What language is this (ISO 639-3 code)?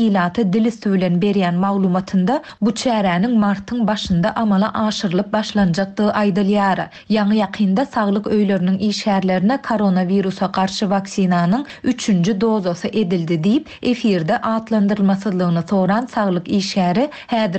tuk